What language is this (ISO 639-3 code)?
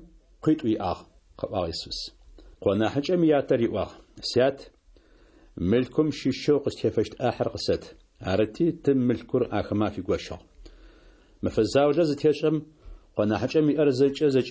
kbd